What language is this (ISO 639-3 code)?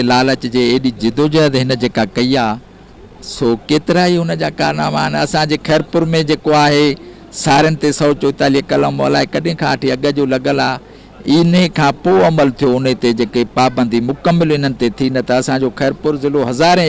snd